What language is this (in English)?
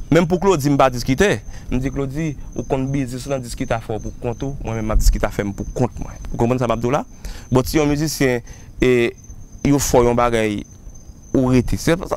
Haitian Creole